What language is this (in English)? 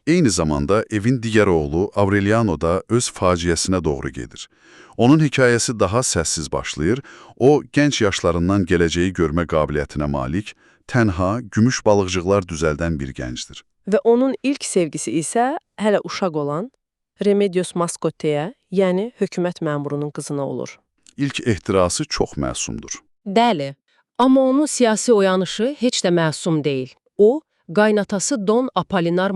Azerbaijani